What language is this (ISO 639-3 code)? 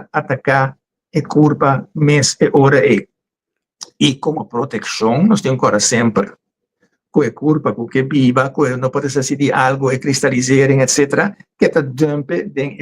pap